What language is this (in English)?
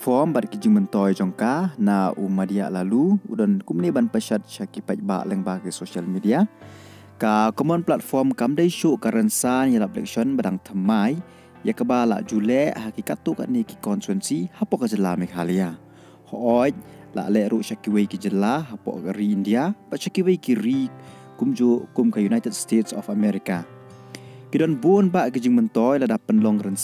Khasi